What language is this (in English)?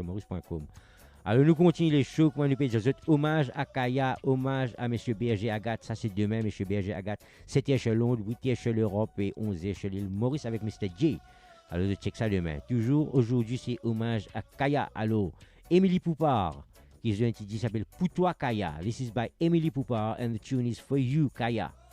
Morisyen